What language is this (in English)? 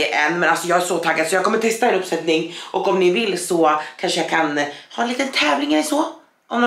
Swedish